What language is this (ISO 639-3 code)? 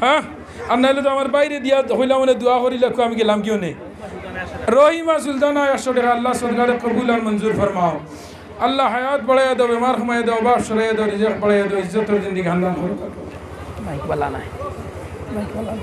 syl